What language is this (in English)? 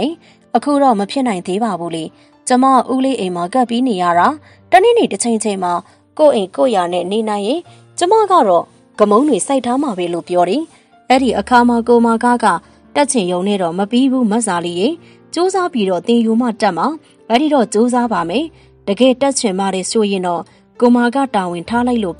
Burmese